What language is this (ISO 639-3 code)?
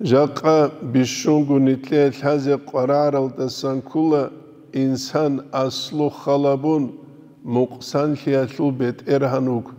ava